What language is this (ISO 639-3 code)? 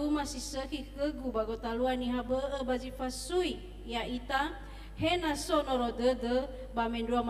nia